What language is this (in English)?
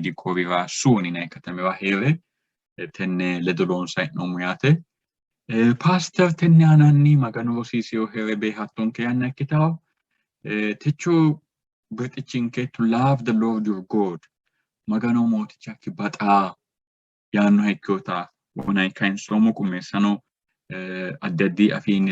Sidamo